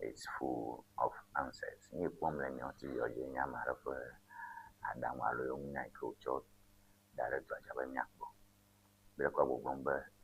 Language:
Ewe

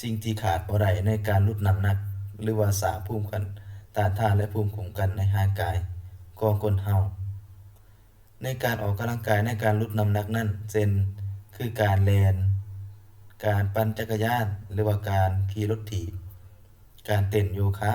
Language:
Lao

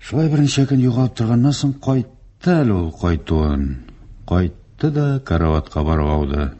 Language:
Tatar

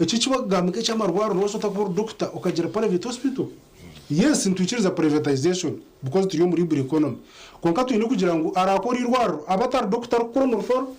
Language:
Nyankole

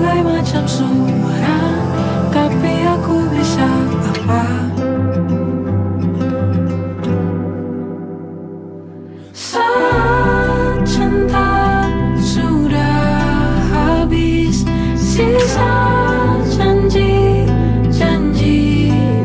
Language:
Indonesian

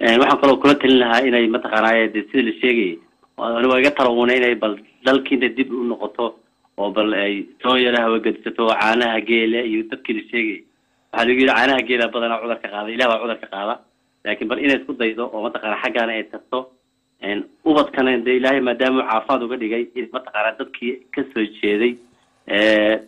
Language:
Somali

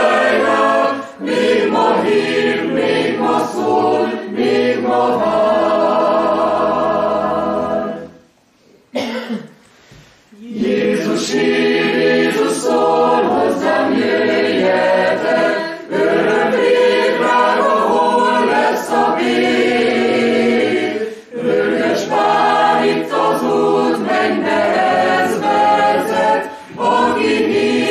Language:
Hungarian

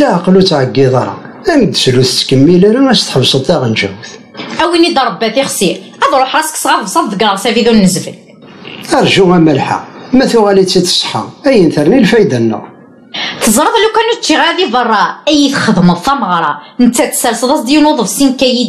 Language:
Kabyle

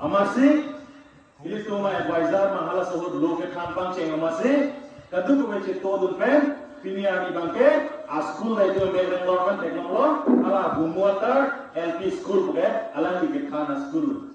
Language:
Karbi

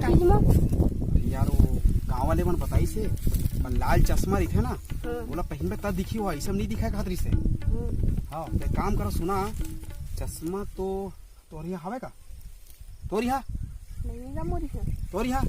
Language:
Chhattisgarhi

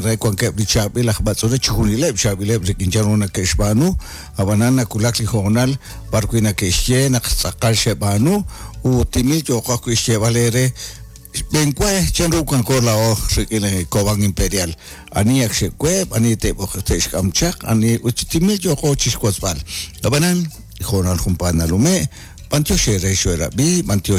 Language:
Kekchí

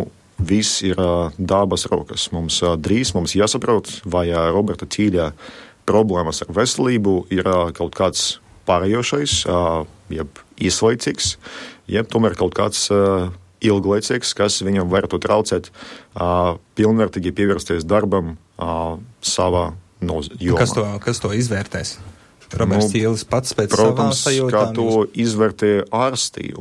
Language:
Latvian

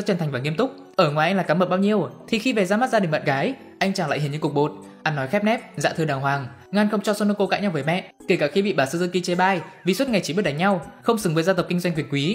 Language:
Vietnamese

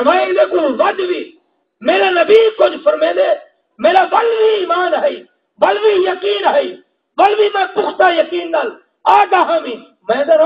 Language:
Saraiki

